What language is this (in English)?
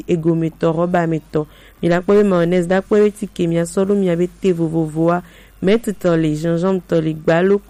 Gen